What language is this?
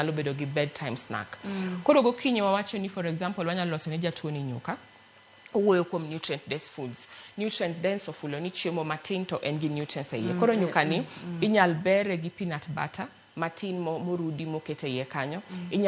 Luo (Kenya and Tanzania)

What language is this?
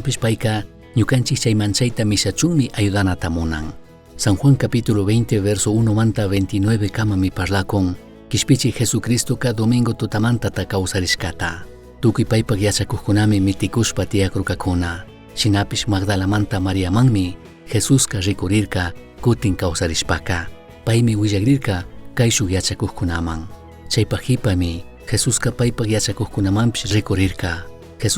Chimborazo Highland Quichua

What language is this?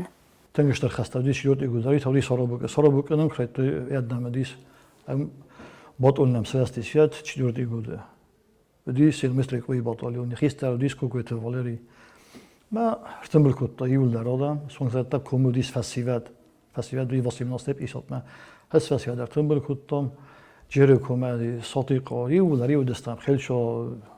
Ossetic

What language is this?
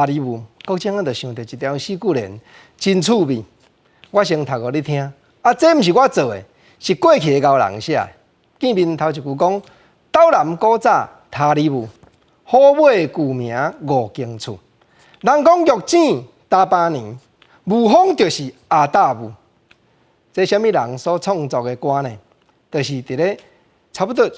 Min Nan Chinese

